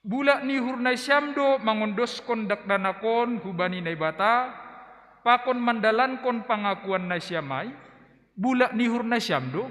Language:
Batak Simalungun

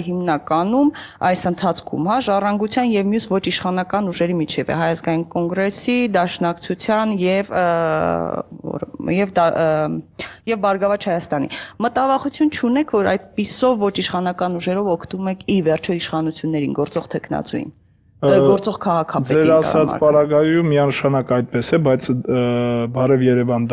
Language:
Armenian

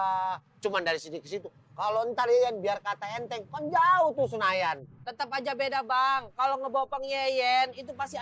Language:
Betawi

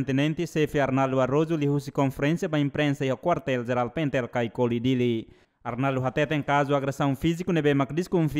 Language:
Tetum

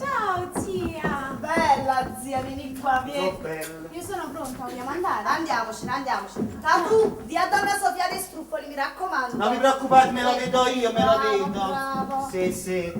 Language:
Neapolitan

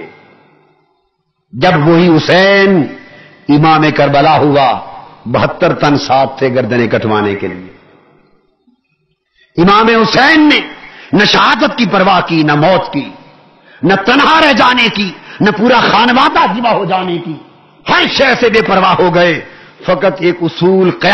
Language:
Urdu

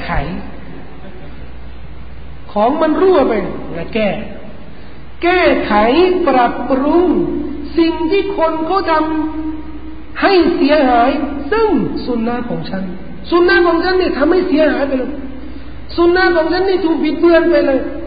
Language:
Thai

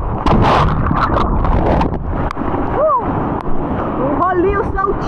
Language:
Portuguese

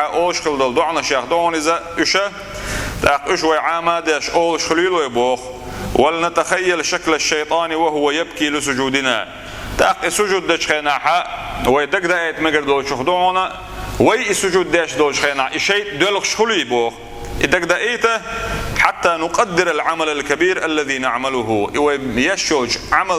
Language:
Chechen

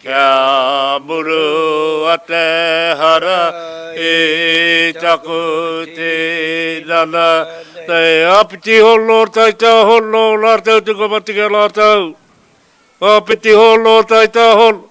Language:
Māori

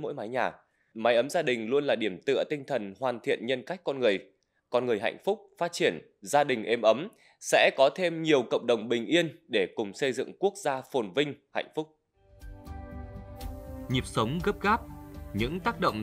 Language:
Vietnamese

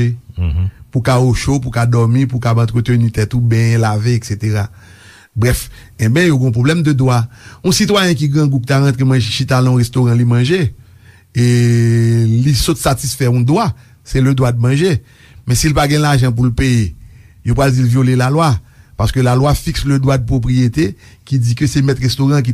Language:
Haitian Creole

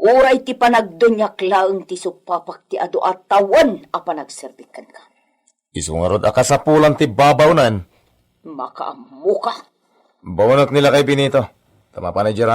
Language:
Iloko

